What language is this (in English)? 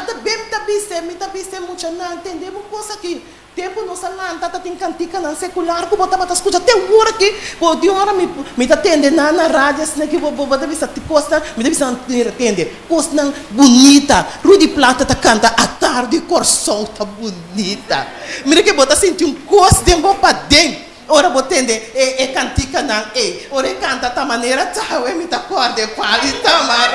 Papiamento